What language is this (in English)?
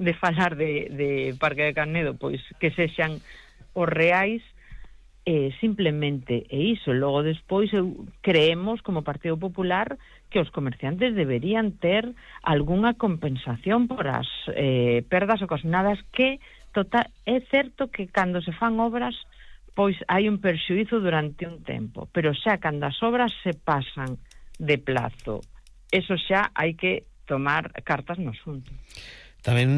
Galician